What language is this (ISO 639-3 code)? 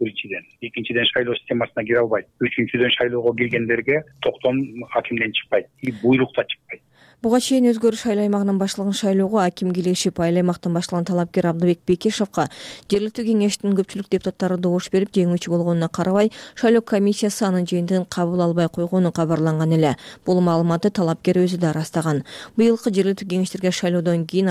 kir